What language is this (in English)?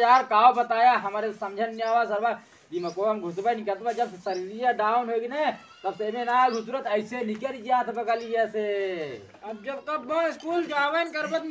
Awadhi